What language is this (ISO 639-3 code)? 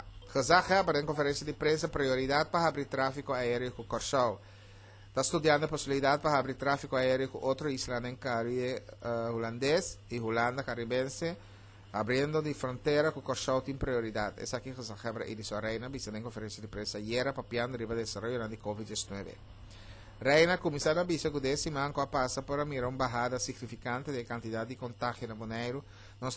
pap